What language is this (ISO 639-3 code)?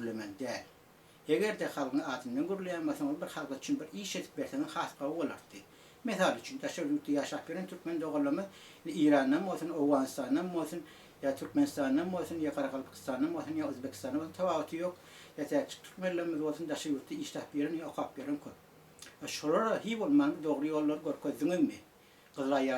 tuk